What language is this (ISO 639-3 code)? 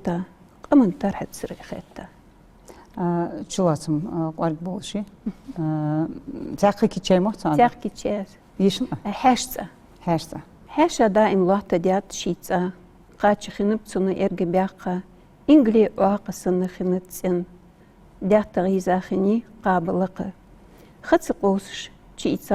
inh